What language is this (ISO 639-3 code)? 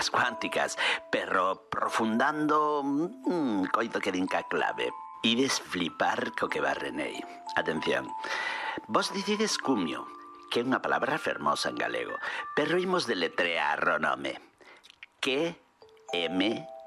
glg